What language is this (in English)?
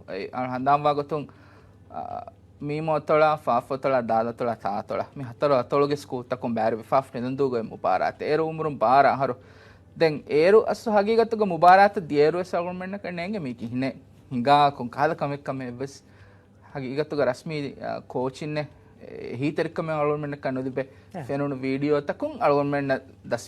Divehi